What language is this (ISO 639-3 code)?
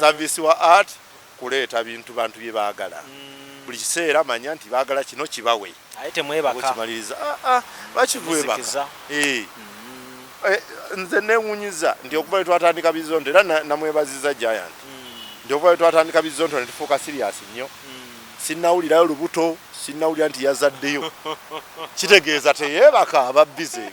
lug